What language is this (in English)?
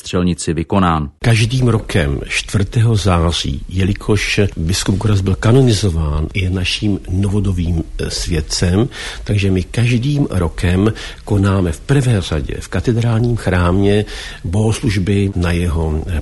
Czech